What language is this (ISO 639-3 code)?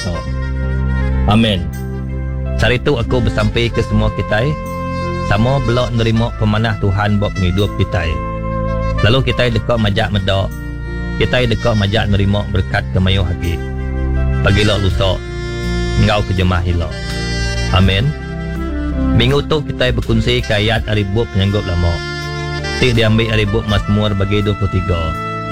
iba